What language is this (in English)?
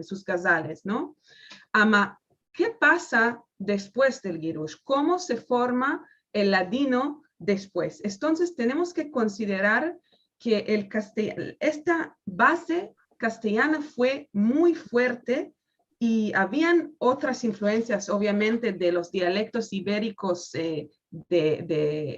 Ladino